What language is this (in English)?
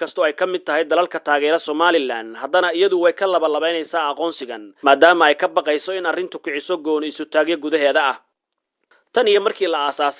Somali